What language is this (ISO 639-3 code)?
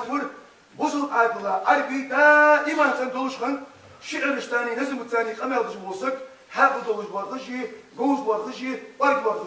inh